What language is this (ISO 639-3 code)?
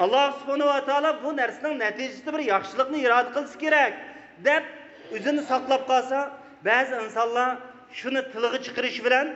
uig